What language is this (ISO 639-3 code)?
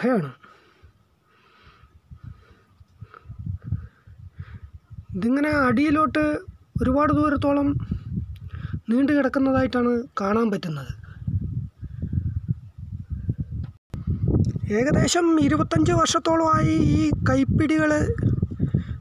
mal